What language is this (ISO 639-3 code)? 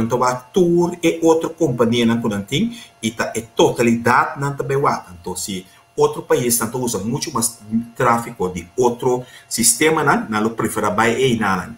pap